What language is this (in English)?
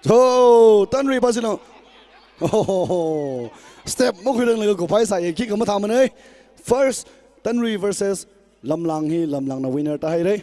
Tangkhul Naga (India)